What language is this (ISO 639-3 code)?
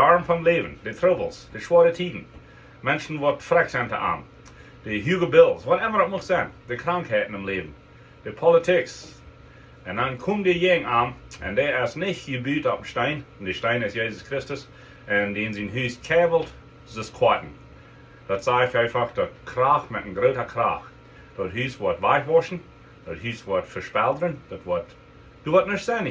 pdt